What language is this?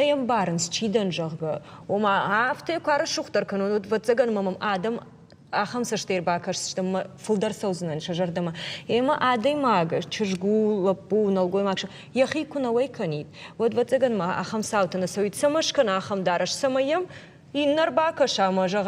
Ossetic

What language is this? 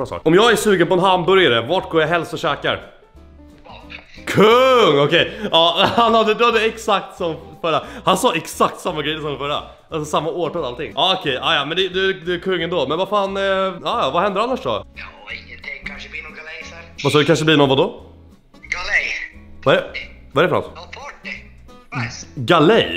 Swedish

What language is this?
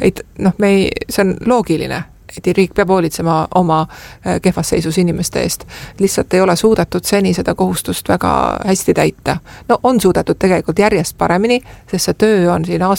Estonian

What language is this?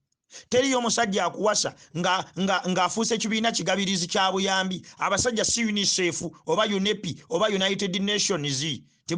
Ganda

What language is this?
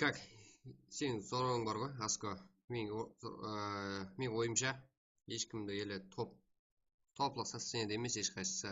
Kara-Kalpak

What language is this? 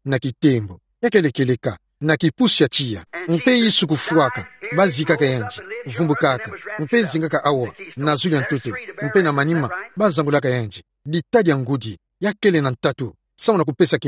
Kituba (Democratic Republic of Congo)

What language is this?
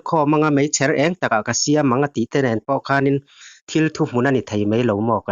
Mizo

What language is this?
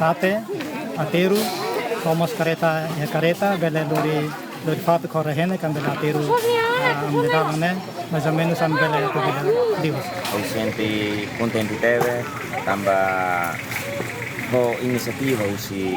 Tetum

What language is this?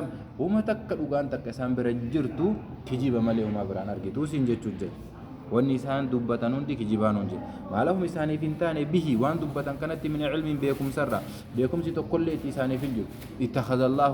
Oromo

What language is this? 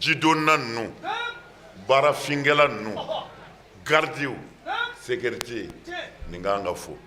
Bambara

